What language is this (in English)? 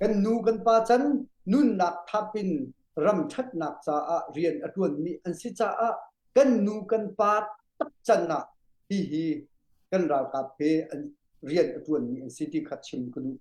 Hakha Chin